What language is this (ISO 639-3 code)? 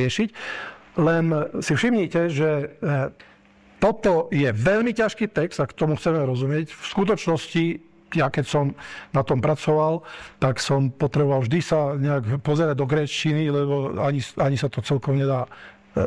slk